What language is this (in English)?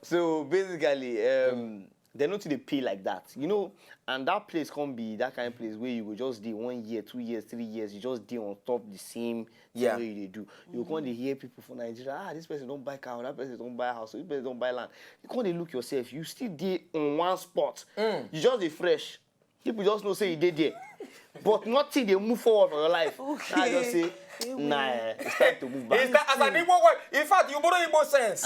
Nigerian Pidgin